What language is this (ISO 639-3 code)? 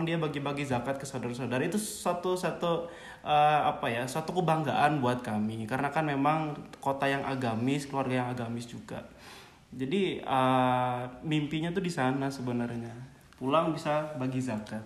ind